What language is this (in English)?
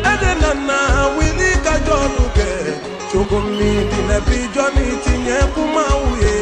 Bambara